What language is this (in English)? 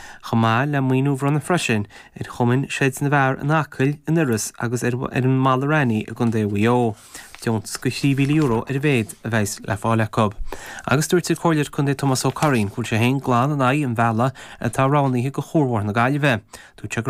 Irish